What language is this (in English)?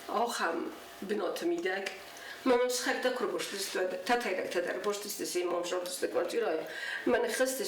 Ossetic